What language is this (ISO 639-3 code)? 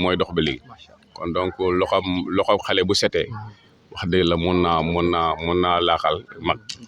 wol